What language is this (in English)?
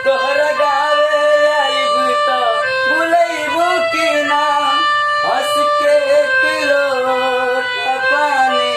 Maithili